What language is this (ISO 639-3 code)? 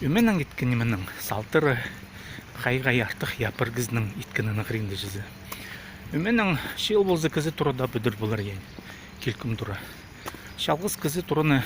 kjh